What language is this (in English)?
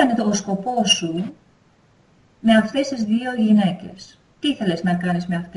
Greek